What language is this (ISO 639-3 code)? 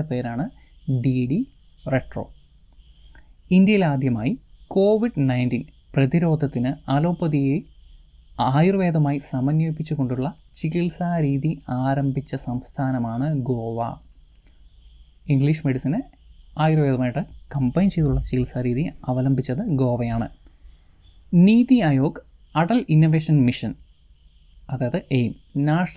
mal